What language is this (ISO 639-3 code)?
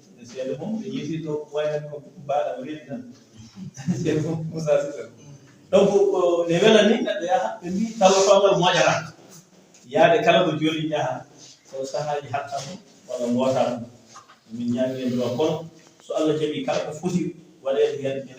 ful